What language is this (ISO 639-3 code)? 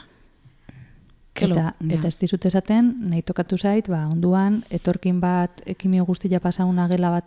eus